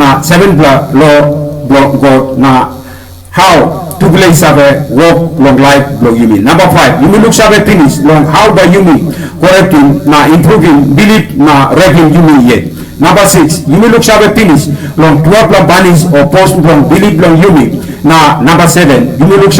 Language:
Tok Pisin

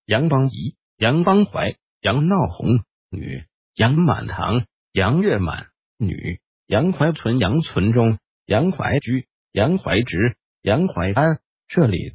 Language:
Chinese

